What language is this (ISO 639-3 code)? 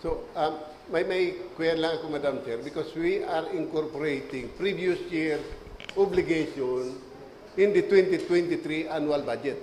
bik